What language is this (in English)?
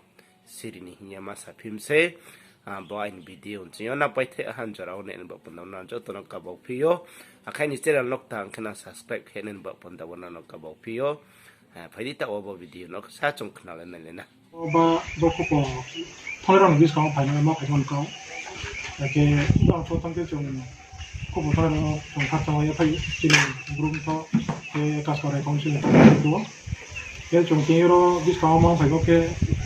Riang (India)